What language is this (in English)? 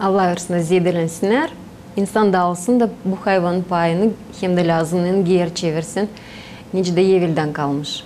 Gagauz